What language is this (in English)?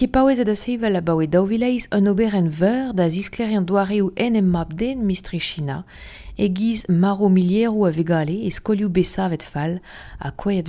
Breton